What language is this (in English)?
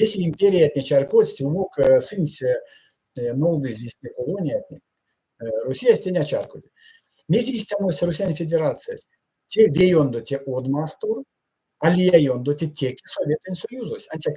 Erzya